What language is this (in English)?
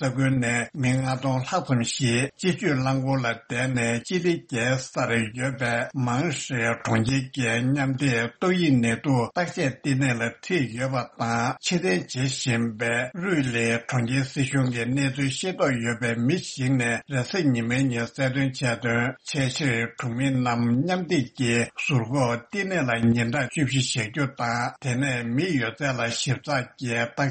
Tibetan